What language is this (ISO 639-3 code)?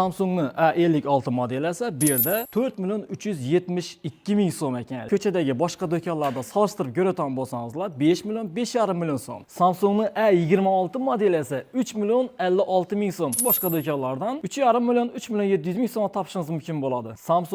uzb